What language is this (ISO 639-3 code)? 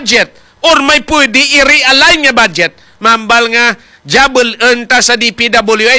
hil